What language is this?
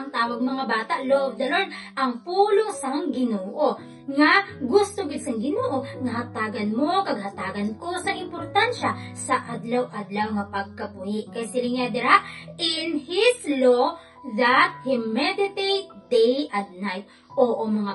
Hiligaynon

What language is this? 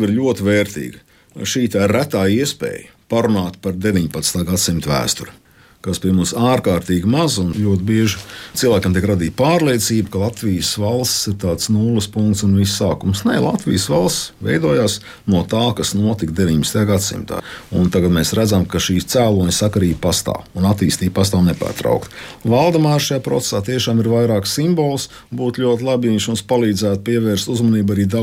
Latvian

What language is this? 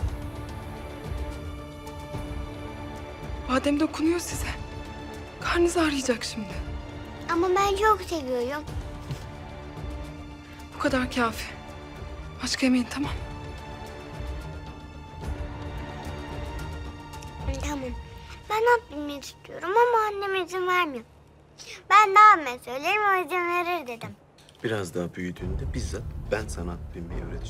Turkish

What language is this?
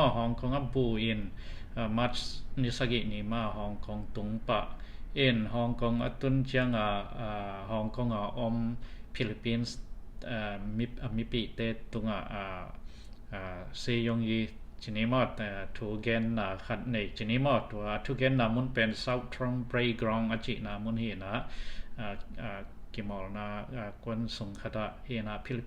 Tedim Chin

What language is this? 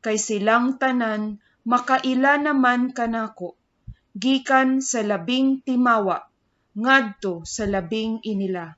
Cebuano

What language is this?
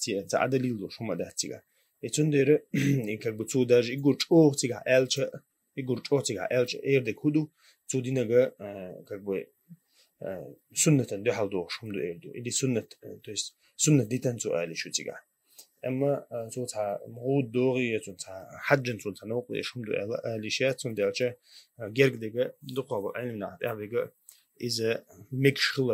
Chechen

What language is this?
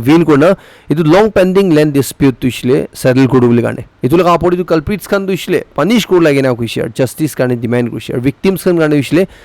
Naga Pidgin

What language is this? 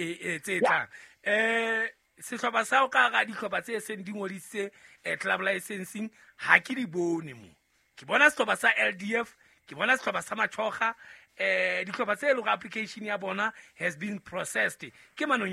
Southern Sotho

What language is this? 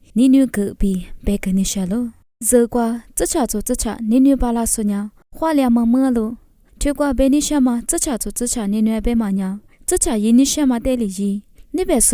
Lisu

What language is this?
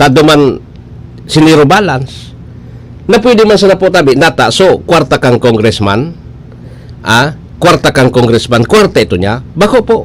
Bikol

